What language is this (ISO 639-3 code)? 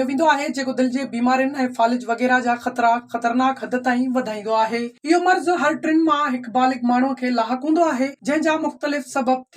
snd